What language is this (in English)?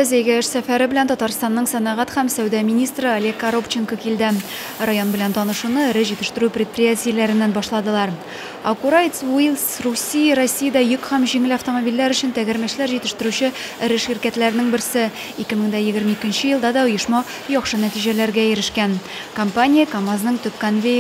Tatar